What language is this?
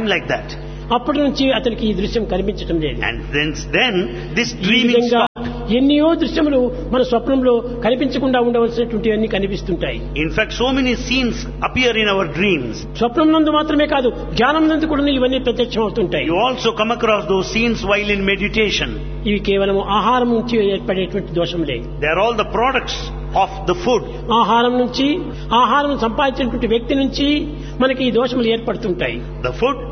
Telugu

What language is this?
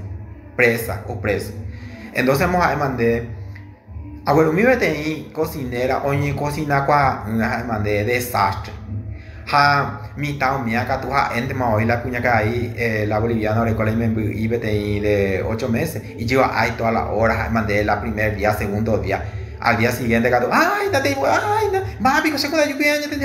Guarani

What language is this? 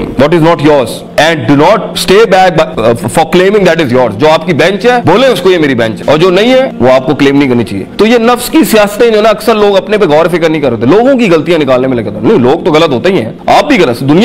Urdu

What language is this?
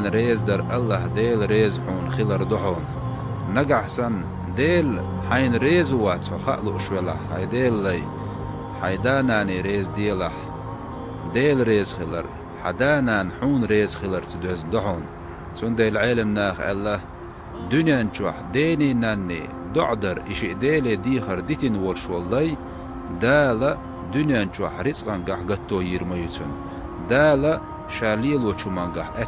Chechen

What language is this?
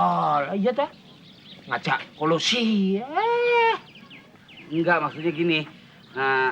Betawi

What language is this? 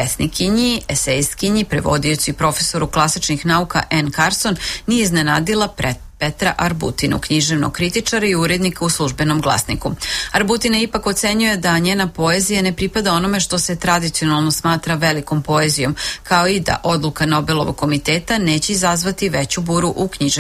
Serbian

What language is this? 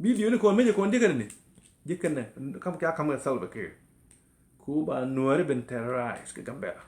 Nuer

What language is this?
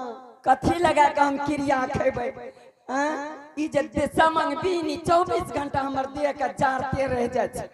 Angika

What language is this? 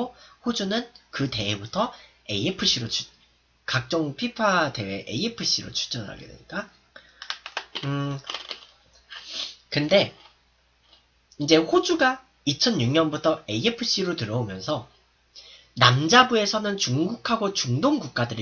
Korean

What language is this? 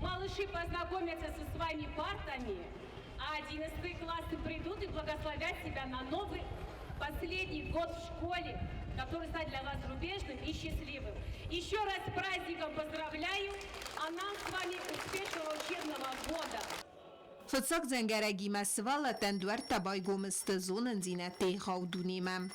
Ossetic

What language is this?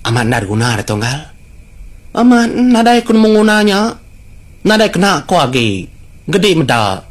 Iban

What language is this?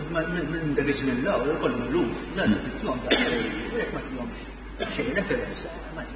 Maltese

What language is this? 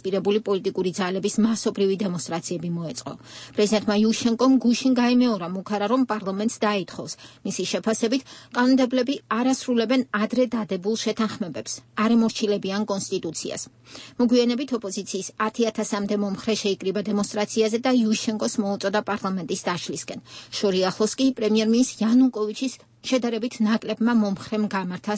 Georgian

